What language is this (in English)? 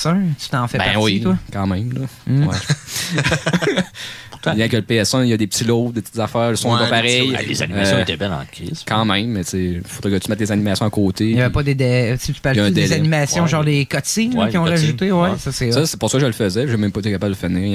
French